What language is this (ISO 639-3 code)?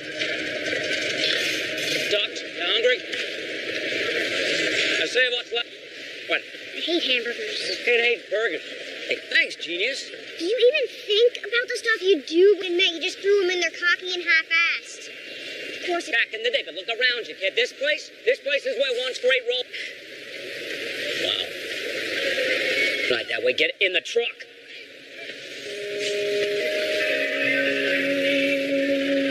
eng